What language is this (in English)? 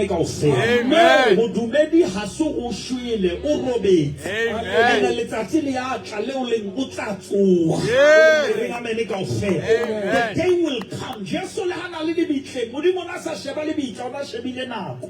Southern Sotho